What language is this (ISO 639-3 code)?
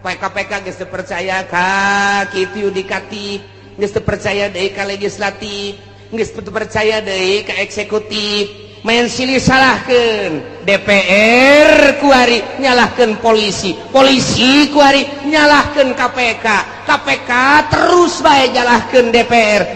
sun